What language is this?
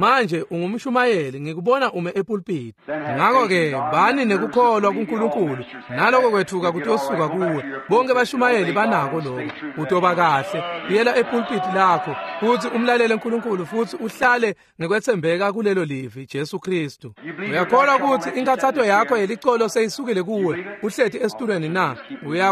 Swati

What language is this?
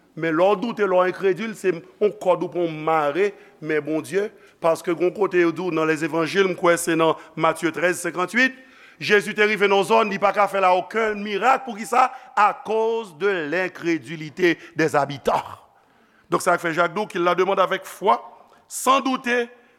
Haitian Creole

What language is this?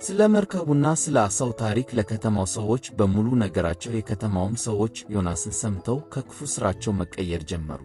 Amharic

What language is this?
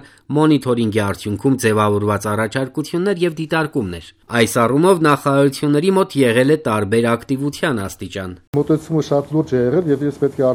Armenian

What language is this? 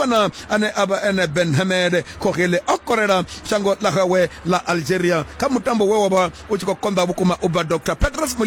Venda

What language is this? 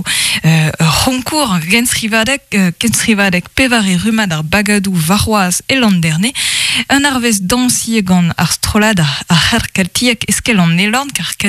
Breton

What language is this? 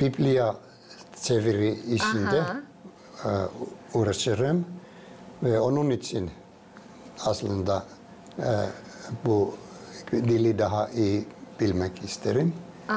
Gagauz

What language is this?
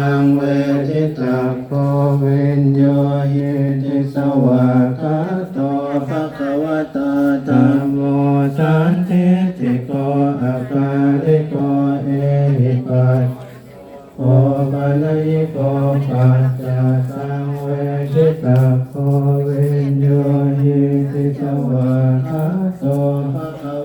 Pali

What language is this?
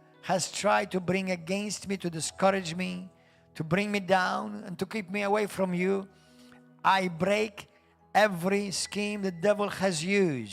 English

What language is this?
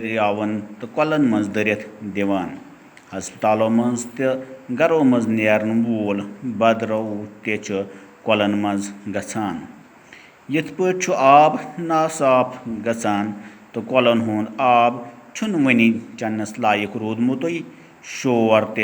Kashmiri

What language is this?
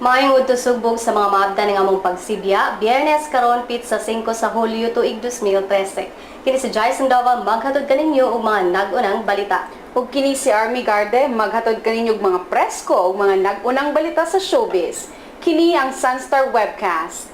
Cebuano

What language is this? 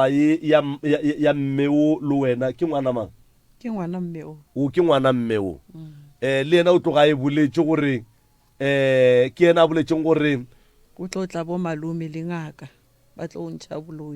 Northern Sotho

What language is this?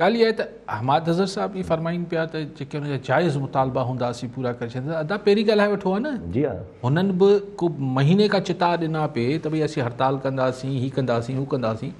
Sindhi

